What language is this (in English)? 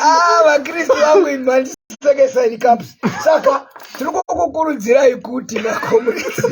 Shona